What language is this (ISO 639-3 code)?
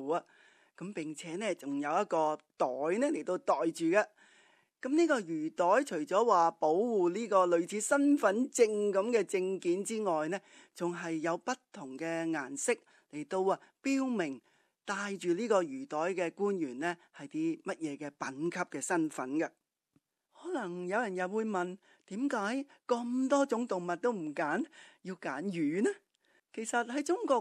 yue